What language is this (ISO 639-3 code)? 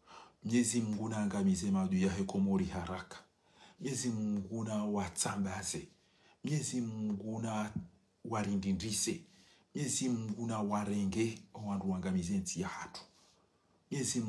zdj